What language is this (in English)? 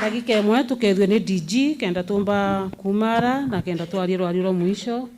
Meru